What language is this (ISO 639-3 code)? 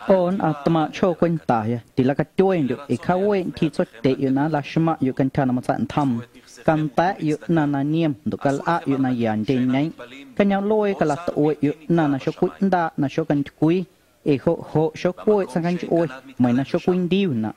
amu